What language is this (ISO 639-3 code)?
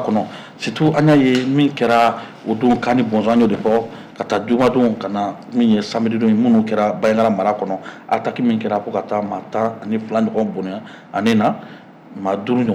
bam